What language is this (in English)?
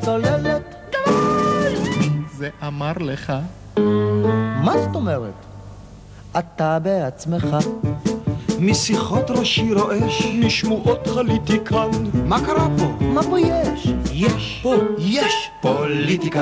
Hebrew